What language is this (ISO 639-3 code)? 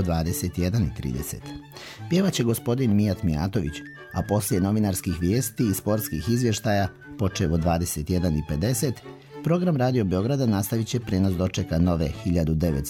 srp